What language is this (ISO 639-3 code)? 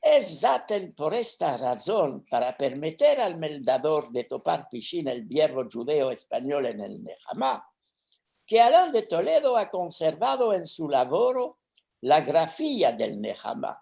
lad